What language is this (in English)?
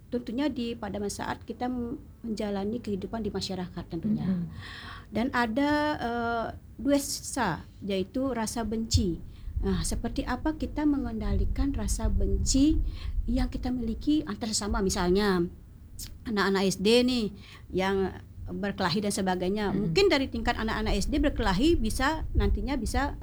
Indonesian